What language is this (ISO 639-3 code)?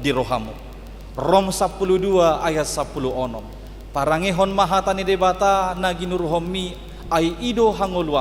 bbc